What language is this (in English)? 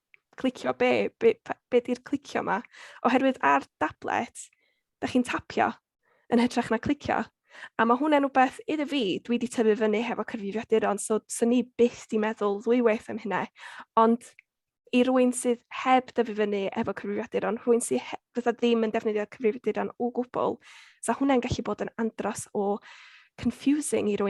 Welsh